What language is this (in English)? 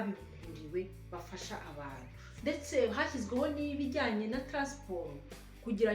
Kinyarwanda